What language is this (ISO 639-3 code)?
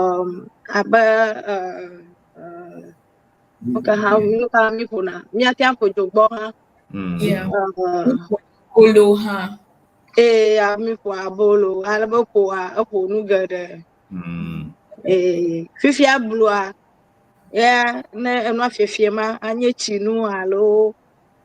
ewe